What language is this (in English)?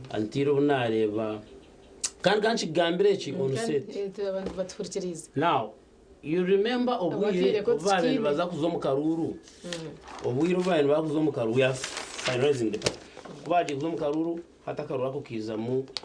Nyankole